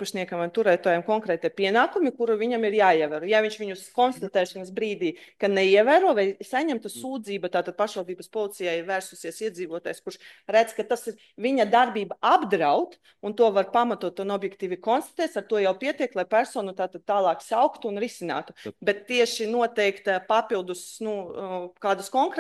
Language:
Latvian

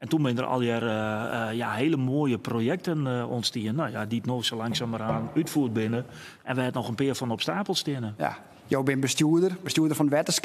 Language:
Western Frisian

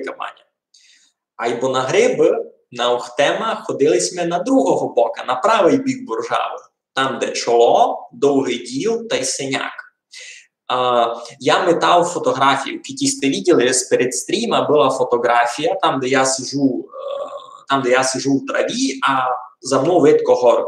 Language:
Rusyn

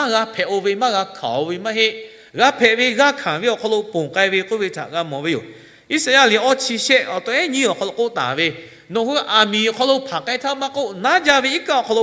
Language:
Lahu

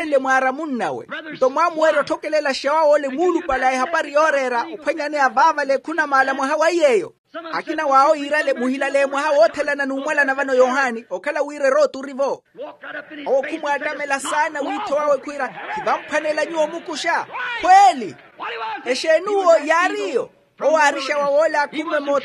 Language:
Makhuwa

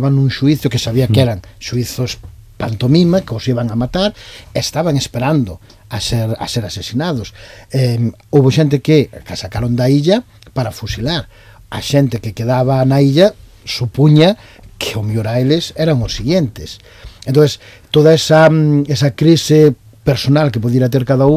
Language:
Galician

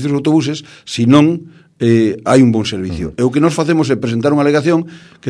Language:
Galician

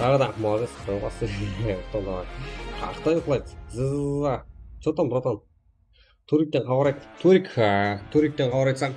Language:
Kara-Kalpak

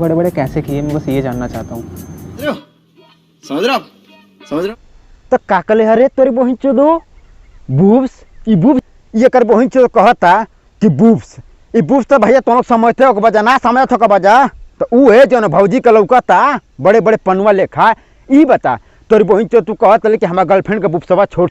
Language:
Bhojpuri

